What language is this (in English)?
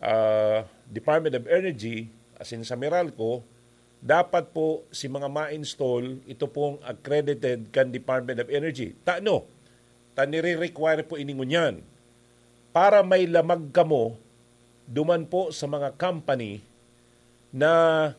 Bikol